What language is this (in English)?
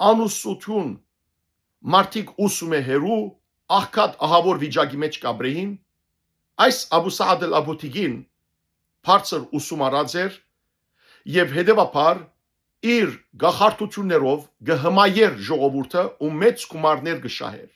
Western Armenian